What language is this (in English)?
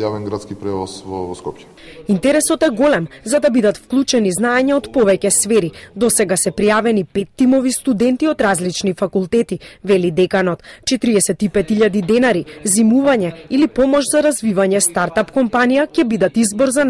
Macedonian